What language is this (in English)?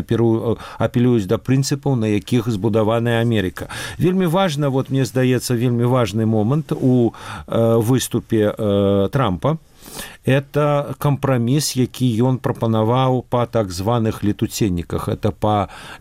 Belarusian